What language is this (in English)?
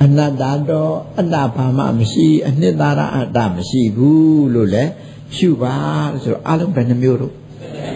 Burmese